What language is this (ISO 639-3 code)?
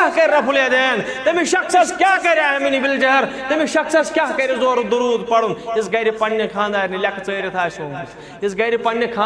kas